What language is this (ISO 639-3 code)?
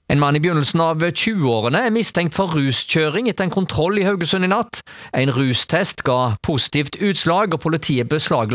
nor